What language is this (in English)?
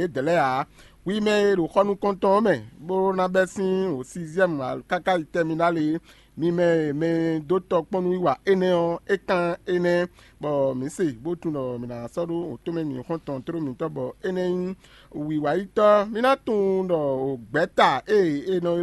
Fon